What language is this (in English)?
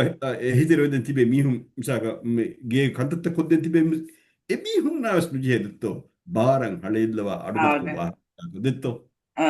Divehi